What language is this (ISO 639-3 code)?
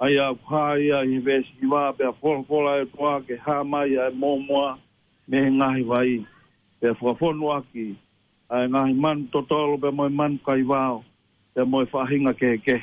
ton